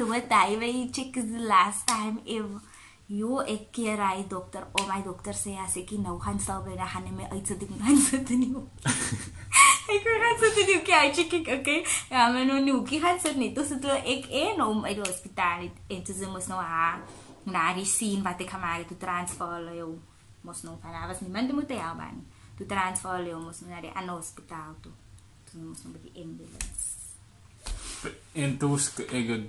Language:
Afrikaans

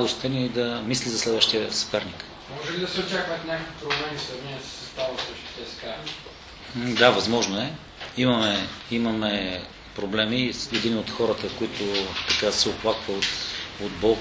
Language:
Bulgarian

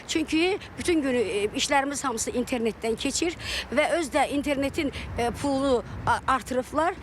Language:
Azerbaijani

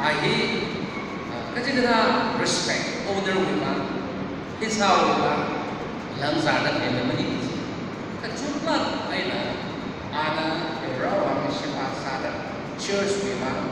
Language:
Tangkhul Naga (India)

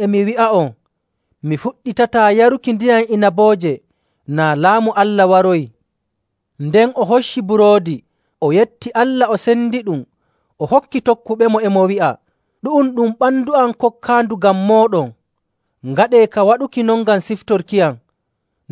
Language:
Nigerian Fulfulde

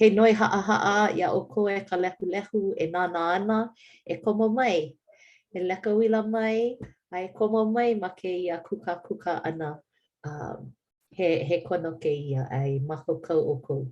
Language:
Hawaiian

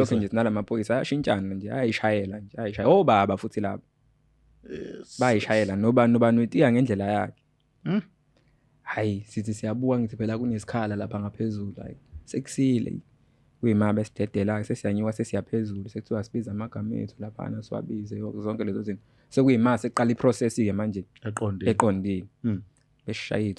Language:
Zulu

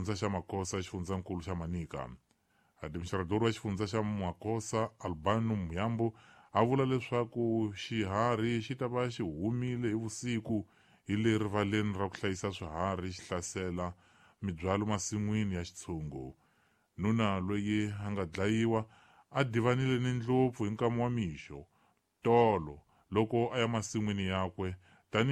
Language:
Tsonga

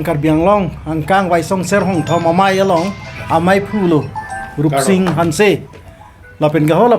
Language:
Karbi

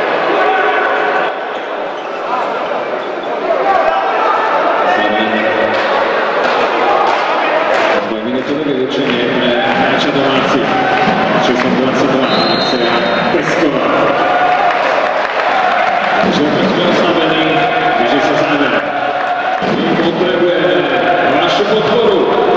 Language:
Slovak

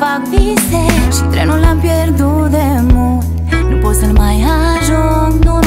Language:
Romanian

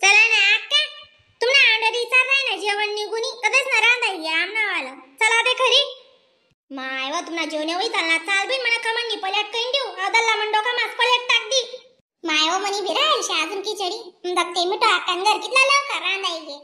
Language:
Khandesi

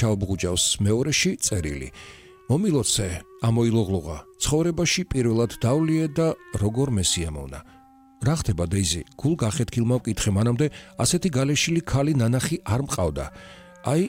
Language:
Georgian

